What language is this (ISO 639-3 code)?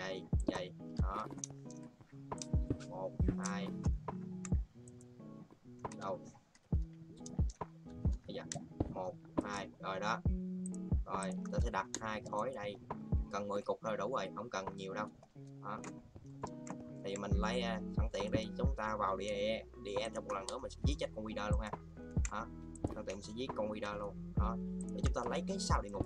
vie